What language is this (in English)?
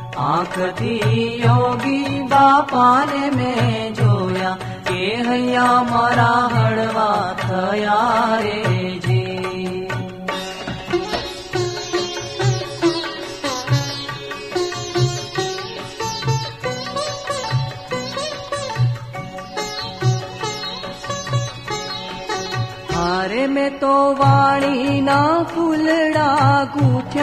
Gujarati